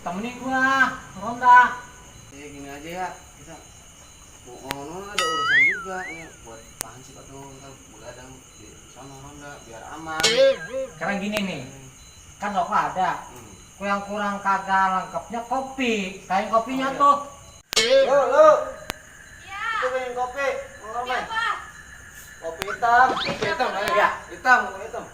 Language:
Betawi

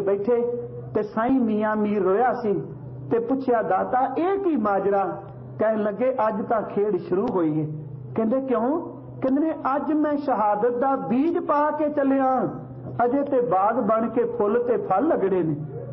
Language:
Punjabi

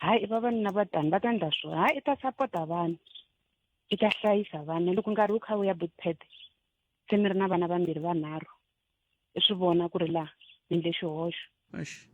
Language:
Tsonga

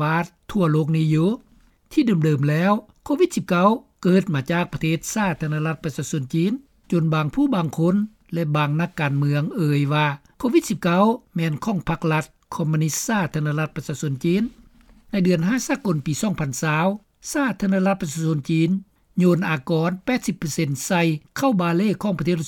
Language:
Lao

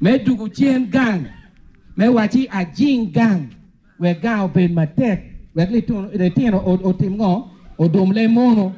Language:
Acoli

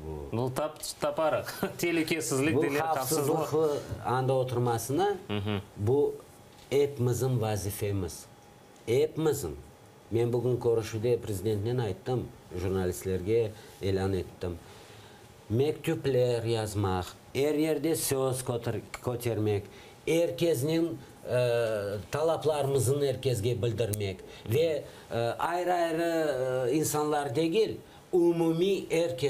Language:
Crimean Tatar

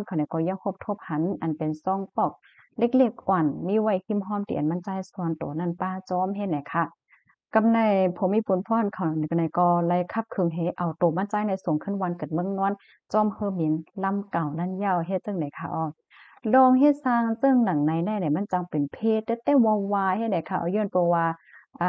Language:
Shan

